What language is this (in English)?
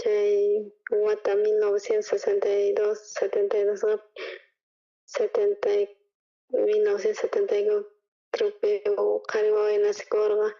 South Bolivian Quechua